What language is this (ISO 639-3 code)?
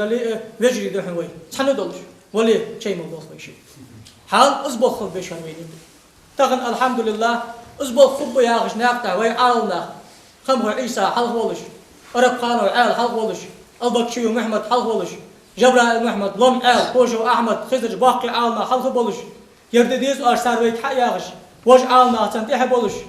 inh